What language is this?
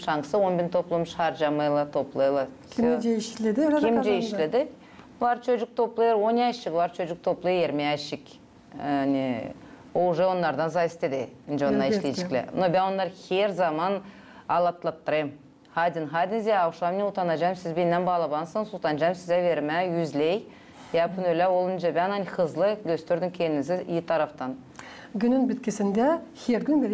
Gagauz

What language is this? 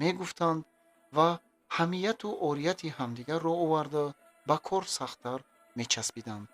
Tajik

